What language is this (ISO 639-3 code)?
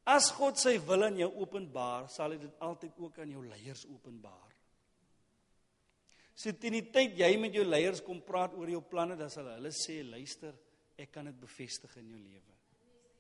afr